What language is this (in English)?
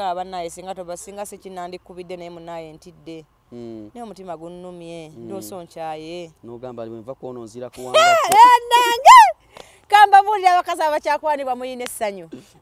Ganda